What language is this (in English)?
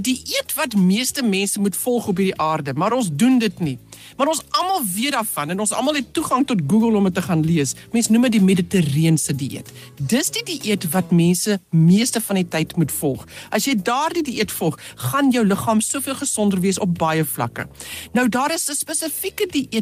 Afrikaans